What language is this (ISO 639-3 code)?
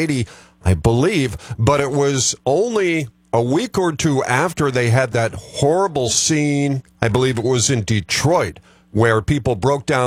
eng